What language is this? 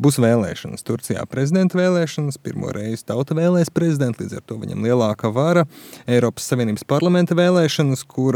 Latvian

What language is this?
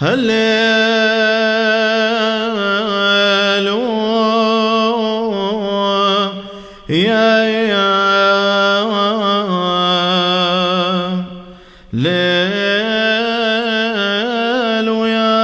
Classical Syriac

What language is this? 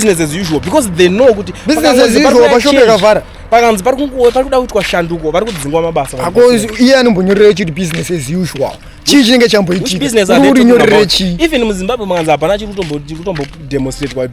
Shona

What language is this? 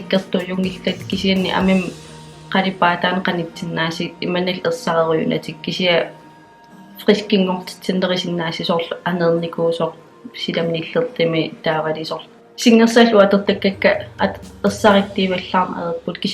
Kalaallisut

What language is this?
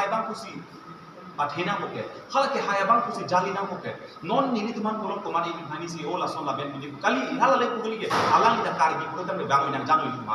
Karbi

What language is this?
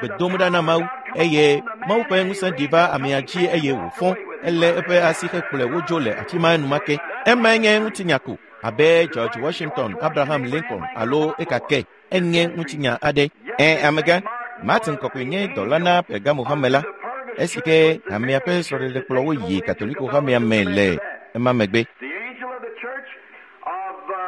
Ewe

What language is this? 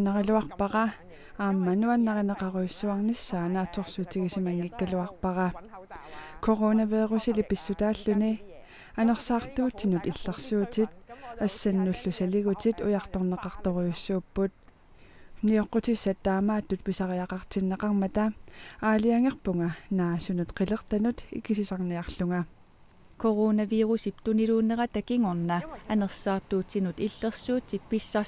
Kalaallisut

